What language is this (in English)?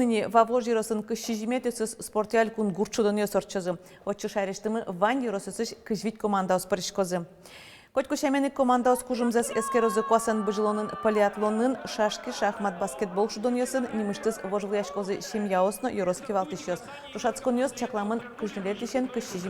Udmurt